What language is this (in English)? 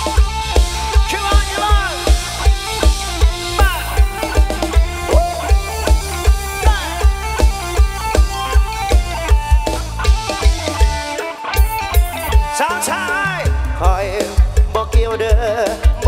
Thai